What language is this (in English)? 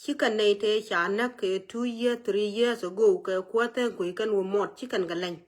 Nuer